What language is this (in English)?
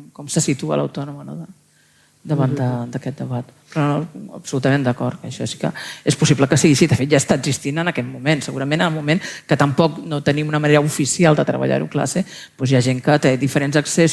Catalan